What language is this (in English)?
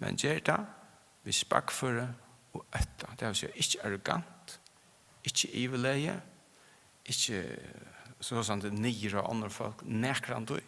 Faroese